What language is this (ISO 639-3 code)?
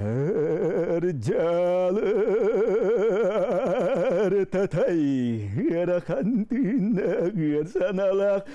sah